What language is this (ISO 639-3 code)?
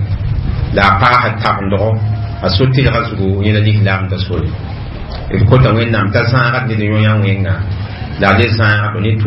mos